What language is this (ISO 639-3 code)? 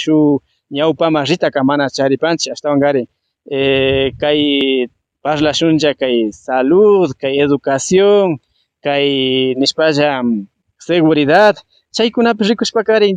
qvi